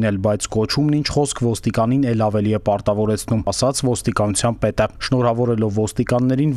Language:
Armenian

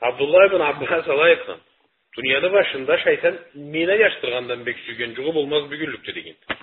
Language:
Karachay-Balkar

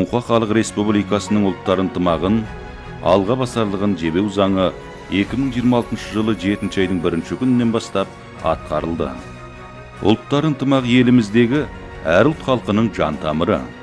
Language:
Kazakh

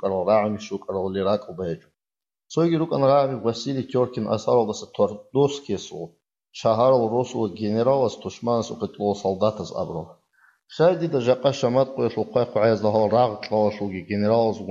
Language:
Avaric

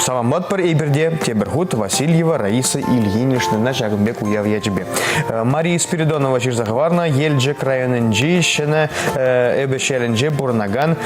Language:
Chuvash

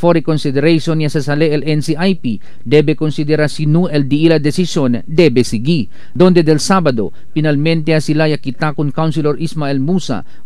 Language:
Chavacano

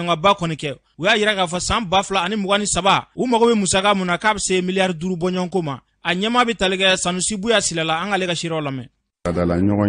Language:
Bambara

